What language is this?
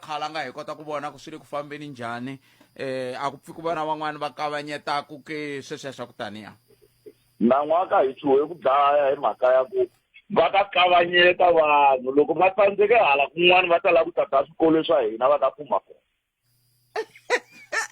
Tsonga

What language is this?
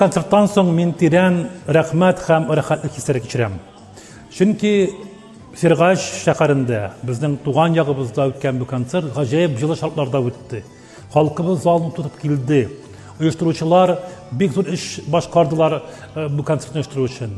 Tatar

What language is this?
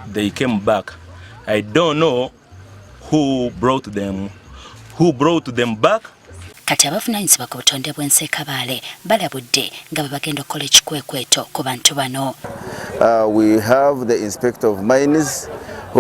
Ganda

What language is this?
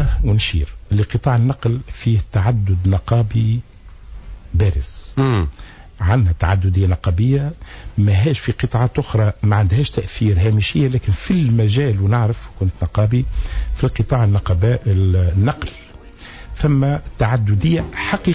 Tunisian Arabic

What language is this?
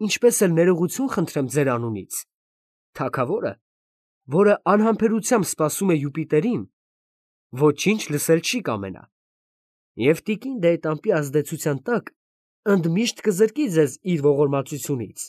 Armenian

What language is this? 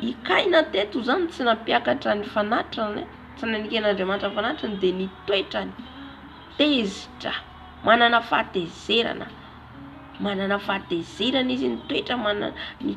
Malagasy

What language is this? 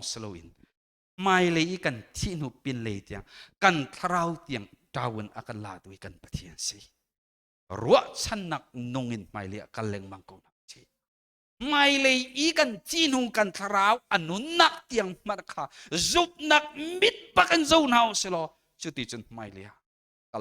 Hakha Chin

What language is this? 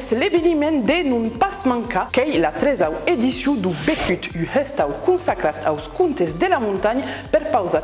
Occitan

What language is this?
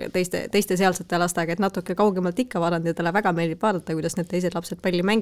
Estonian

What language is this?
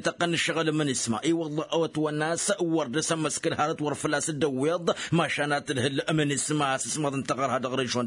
Tamasheq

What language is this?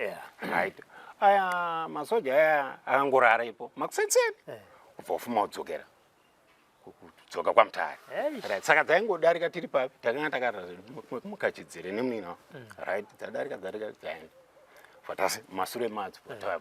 Shona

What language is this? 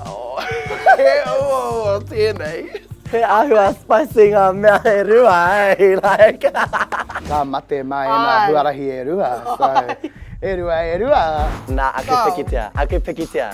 Māori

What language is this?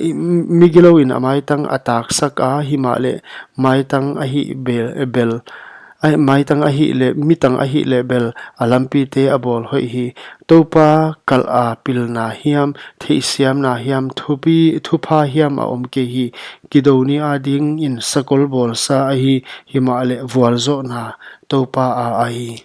Paite Chin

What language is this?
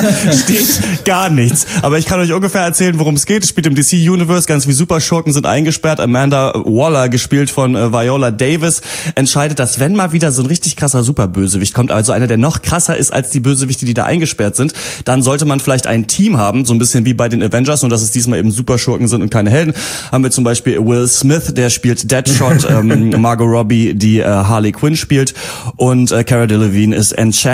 German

